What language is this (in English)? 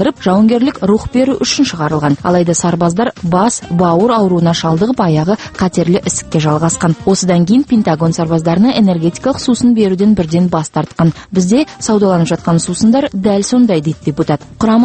Kazakh